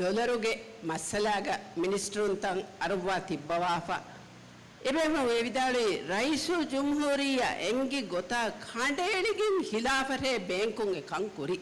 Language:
Divehi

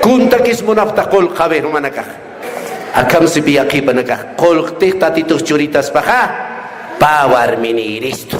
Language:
Aymara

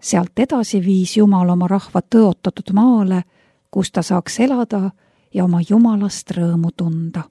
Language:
Estonian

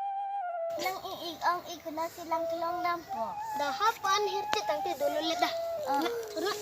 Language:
Karbi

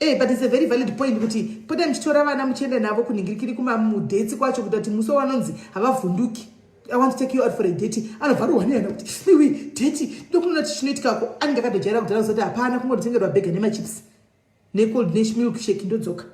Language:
Shona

